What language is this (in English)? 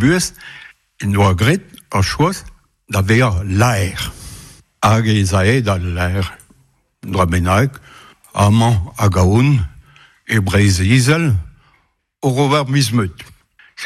Breton